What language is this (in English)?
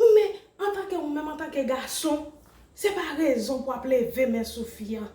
Haitian Creole